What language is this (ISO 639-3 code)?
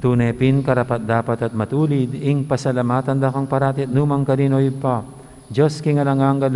pam